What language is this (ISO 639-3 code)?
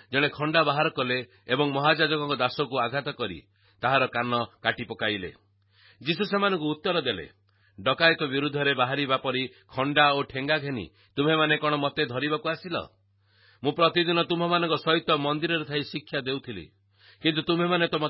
ori